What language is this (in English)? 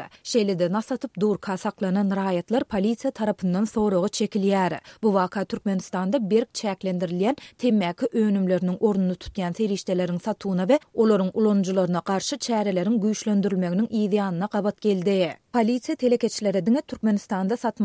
Turkmen